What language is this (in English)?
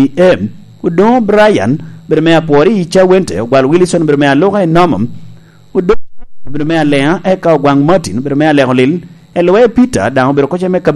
Lango (Uganda)